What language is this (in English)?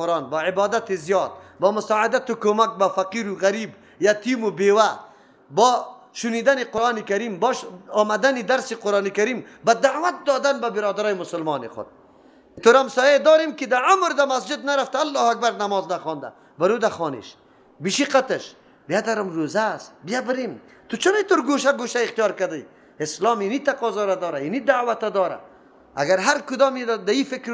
Persian